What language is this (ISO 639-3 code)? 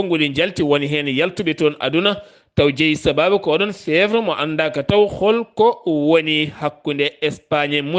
ful